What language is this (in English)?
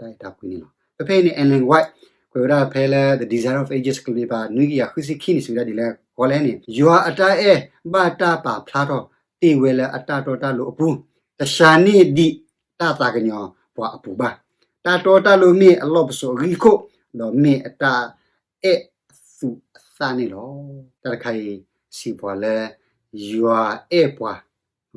S'gaw Karen